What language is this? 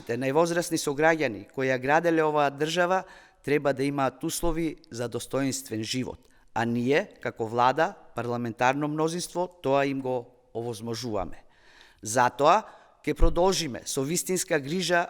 Macedonian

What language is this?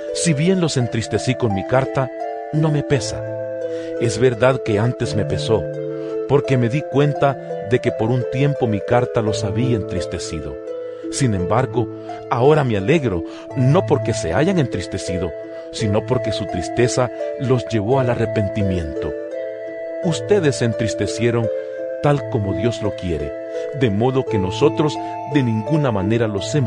Spanish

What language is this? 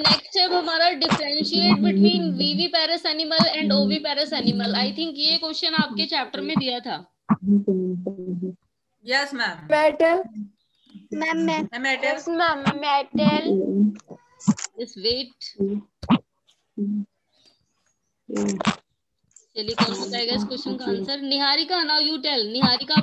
Hindi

